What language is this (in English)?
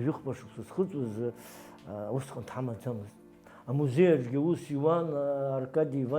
Abkhazian